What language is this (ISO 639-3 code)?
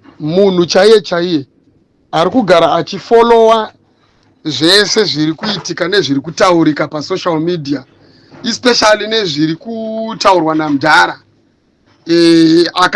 sna